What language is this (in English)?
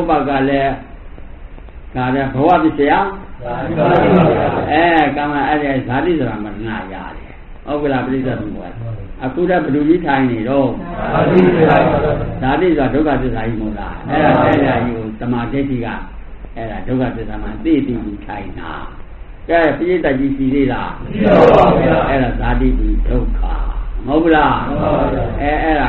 Burmese